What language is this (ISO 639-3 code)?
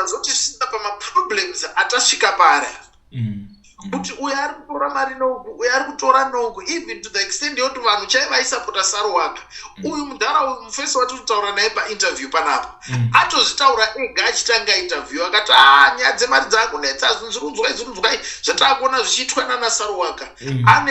sna